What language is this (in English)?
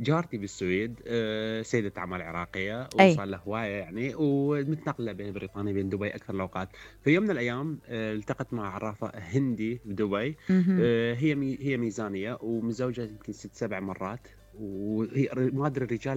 Mesopotamian Arabic